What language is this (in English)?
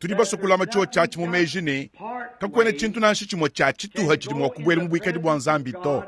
Luba-Lulua